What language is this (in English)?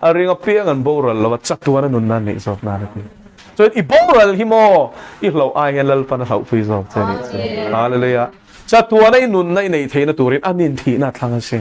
Mizo